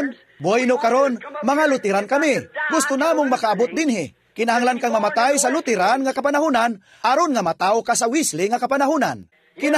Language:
Cebuano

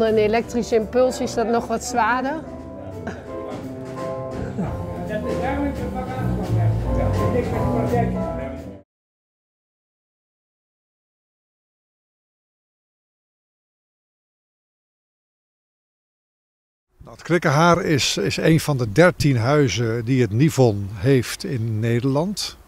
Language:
Dutch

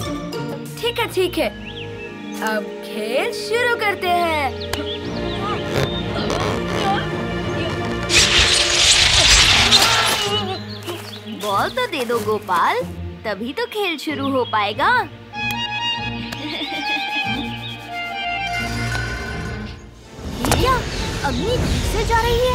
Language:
Hindi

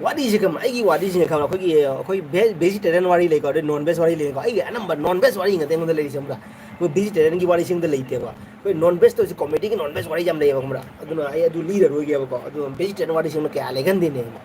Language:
Manipuri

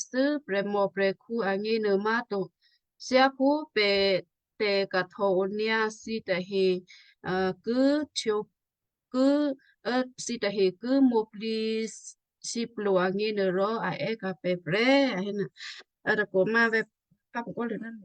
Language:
Western Kayah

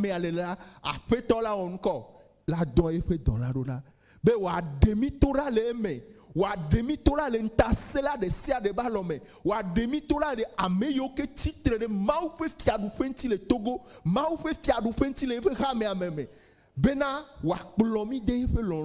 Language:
Ewe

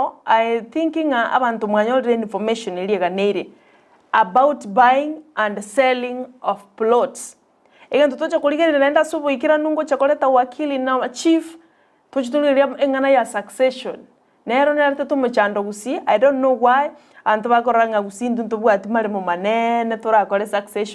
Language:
Gusii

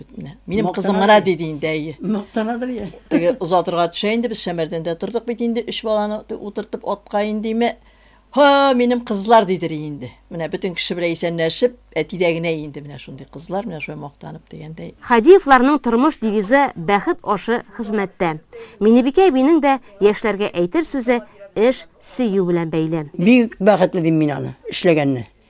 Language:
Tatar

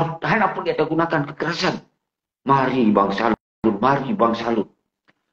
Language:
Achinese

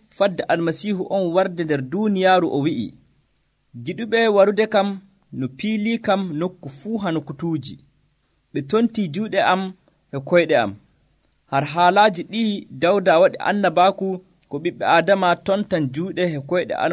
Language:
Nigerian Fulfulde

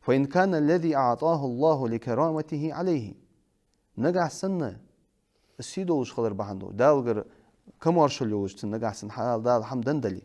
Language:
Ingush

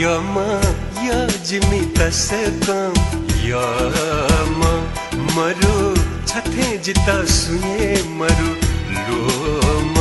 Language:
Newari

